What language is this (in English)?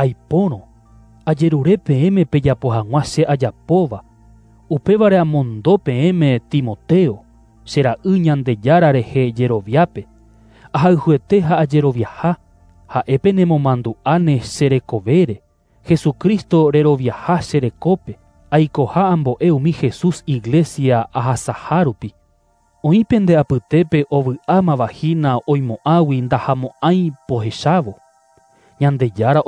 Guarani